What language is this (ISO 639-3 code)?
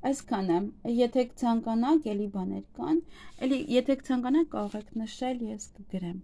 hye